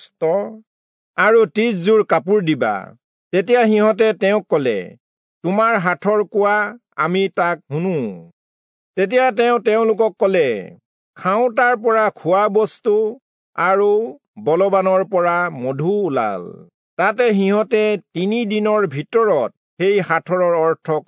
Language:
Assamese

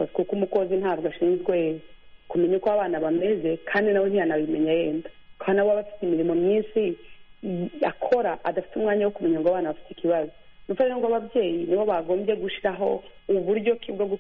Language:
Kinyarwanda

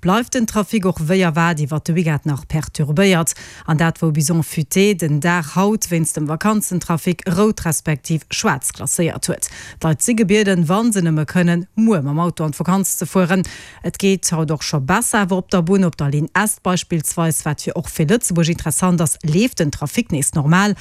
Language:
Luxembourgish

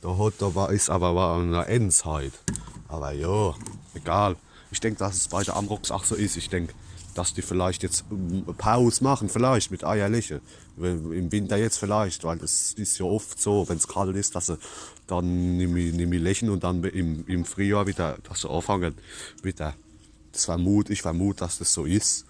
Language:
Palatine German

